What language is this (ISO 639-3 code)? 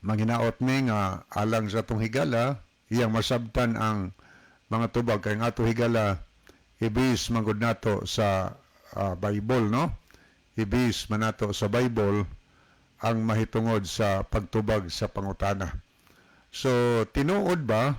ceb